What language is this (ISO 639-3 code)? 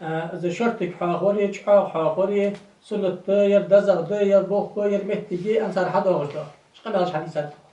inh